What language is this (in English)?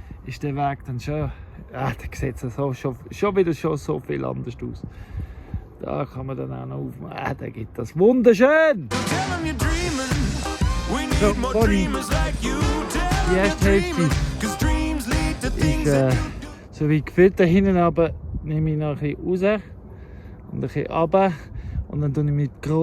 Swiss German